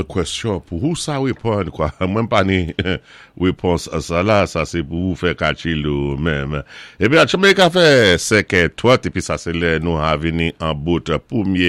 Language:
Saint Lucian Creole French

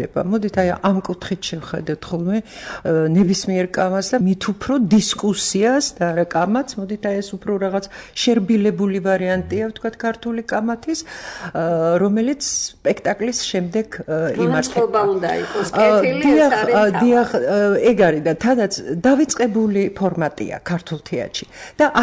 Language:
Georgian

